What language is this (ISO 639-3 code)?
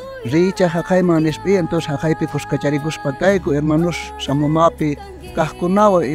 quh